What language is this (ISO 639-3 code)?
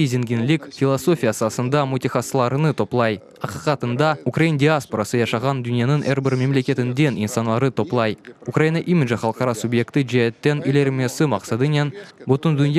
crh